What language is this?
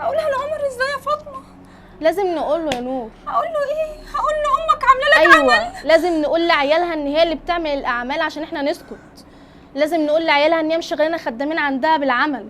Egyptian Arabic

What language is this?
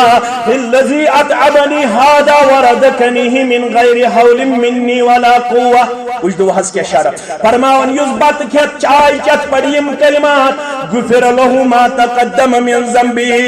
Kashmiri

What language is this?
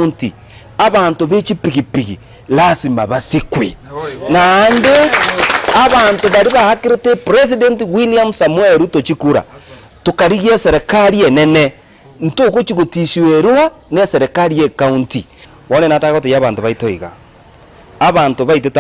Gusii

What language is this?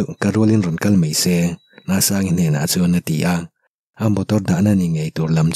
Mizo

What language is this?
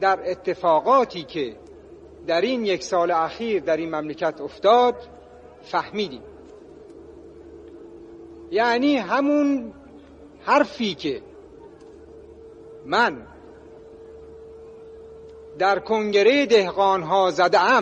Persian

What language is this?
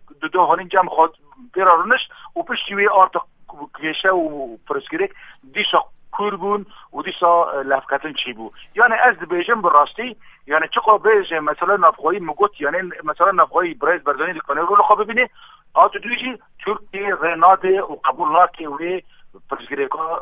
Kurdish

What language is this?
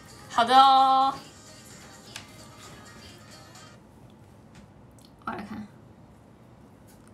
Chinese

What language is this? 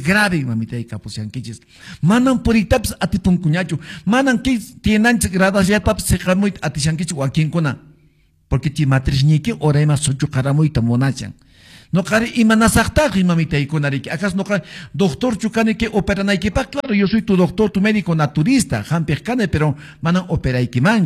Quechua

